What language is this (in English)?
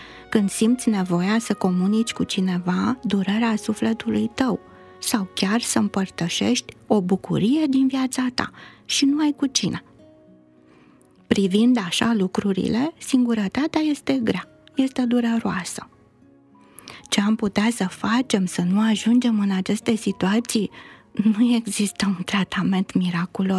Romanian